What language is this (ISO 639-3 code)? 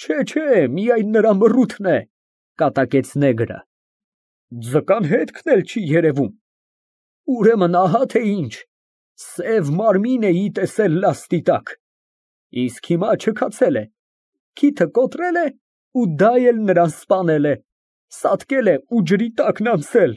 hye